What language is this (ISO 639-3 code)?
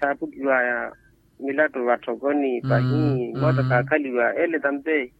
vmw